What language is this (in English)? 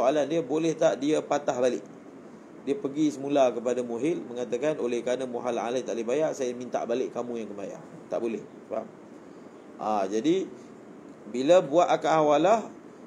Malay